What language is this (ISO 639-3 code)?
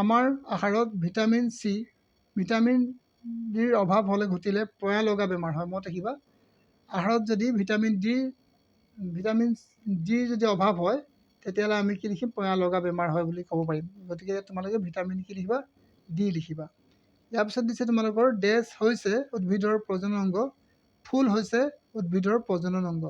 asm